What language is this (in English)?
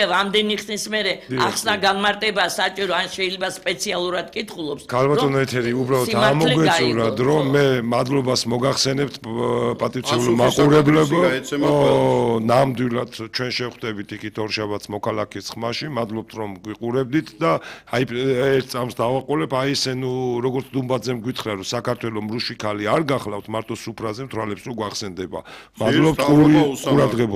Georgian